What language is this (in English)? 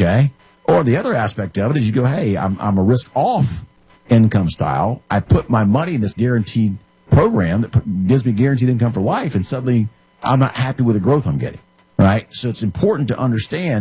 English